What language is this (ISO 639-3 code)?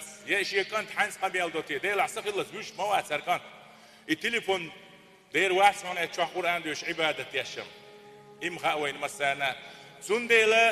che